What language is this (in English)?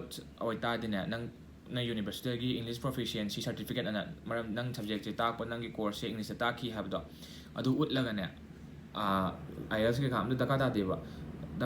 Manipuri